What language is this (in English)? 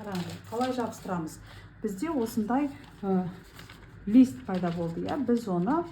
Kazakh